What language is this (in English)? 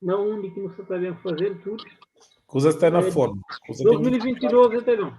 Kabuverdianu